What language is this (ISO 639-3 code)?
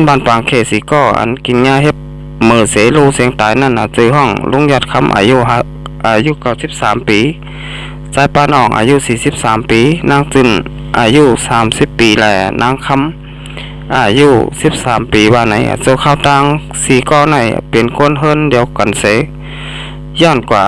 shn